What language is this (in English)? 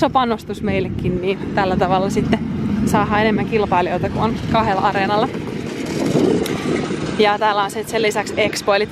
Finnish